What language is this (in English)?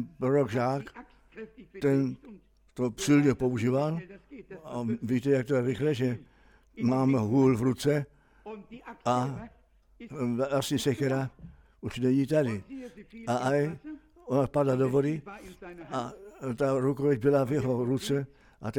Czech